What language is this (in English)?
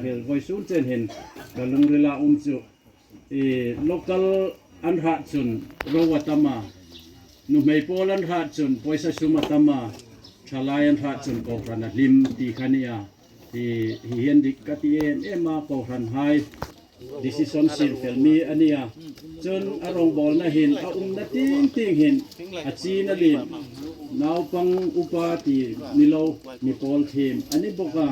Hmar